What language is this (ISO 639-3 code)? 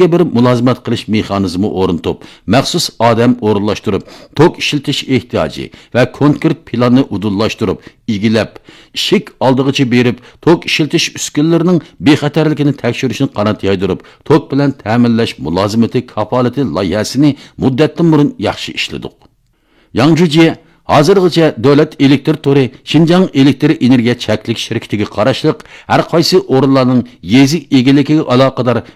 uig